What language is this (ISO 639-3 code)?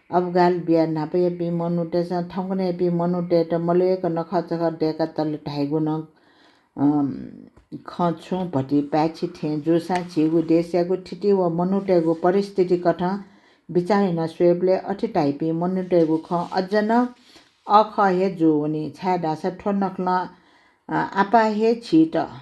new